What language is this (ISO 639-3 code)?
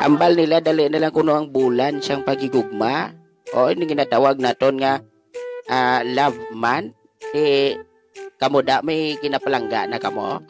hil